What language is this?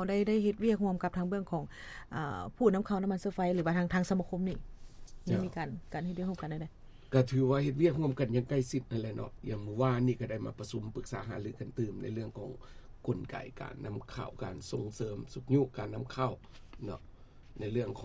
Lao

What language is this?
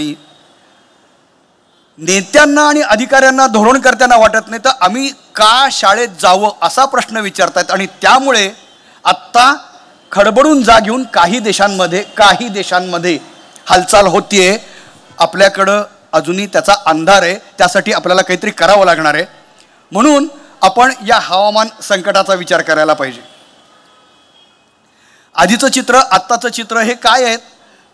Marathi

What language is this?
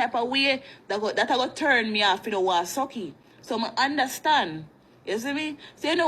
Jamaican Creole English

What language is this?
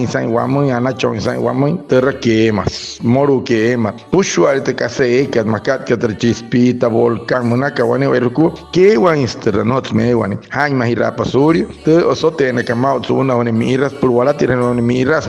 Wayuu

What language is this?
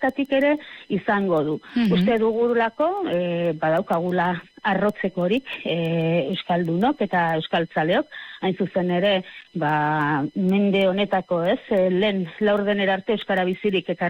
Basque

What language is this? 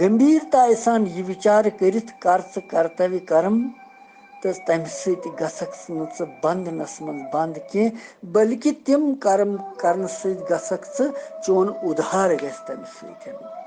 Kashmiri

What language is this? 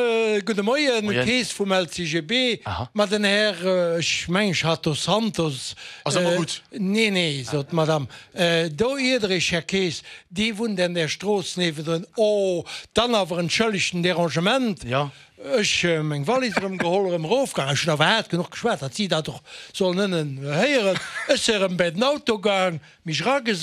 Luxembourgish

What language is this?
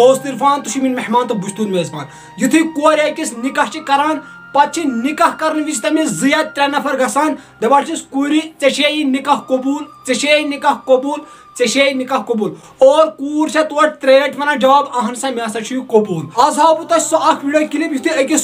Kashmiri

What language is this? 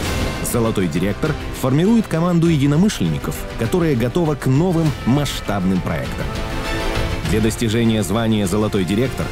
Russian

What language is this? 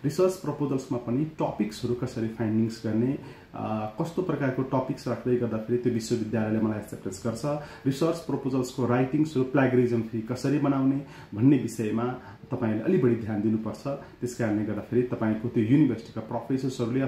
Nepali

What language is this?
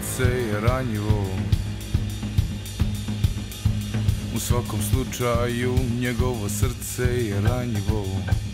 Bosnian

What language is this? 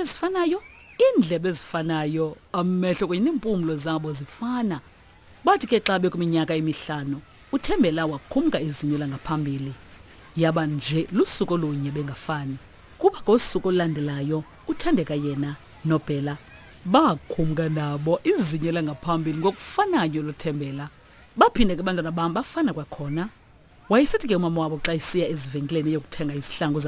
Xhosa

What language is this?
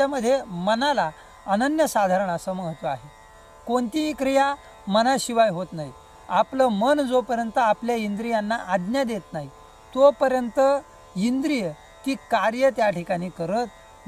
Marathi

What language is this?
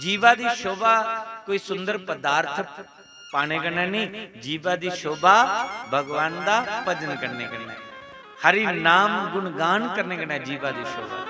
Dogri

